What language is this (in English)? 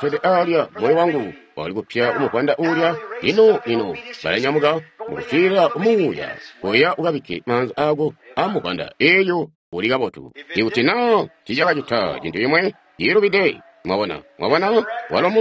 Tonga (Zambia)